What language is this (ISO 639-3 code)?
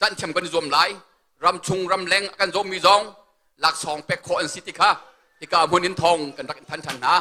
cnh